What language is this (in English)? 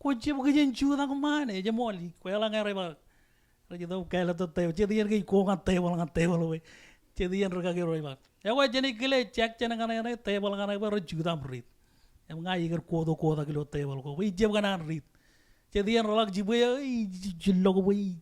Marshallese